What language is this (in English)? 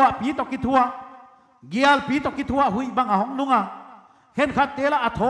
Paite Chin